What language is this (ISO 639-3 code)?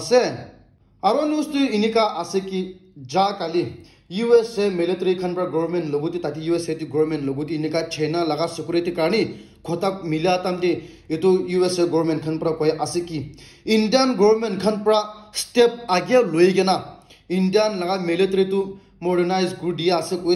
nag